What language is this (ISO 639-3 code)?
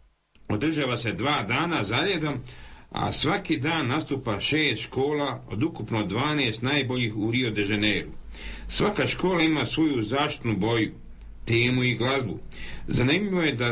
hrv